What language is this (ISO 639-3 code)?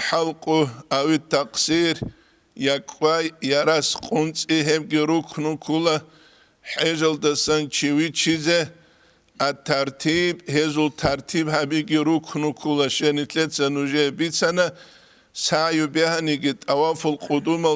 ava